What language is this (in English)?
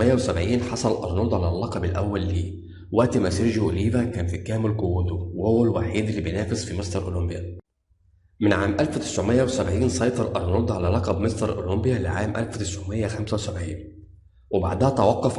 Egyptian Arabic